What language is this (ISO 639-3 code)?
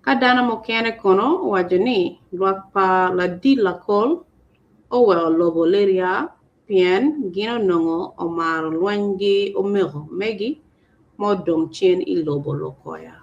ach